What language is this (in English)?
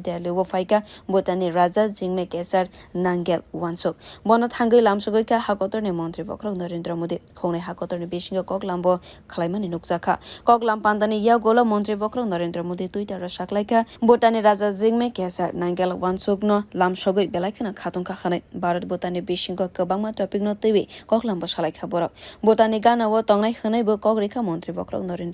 Kok Borok